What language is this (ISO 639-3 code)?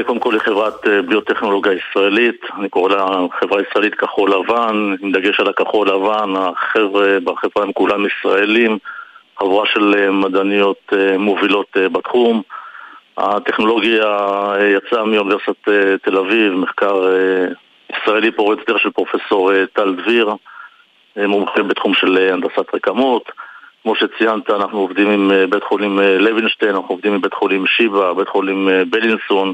heb